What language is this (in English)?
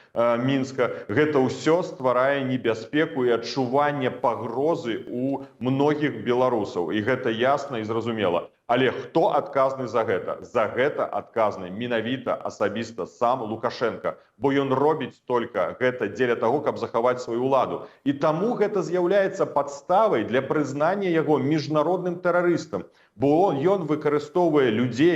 Belarusian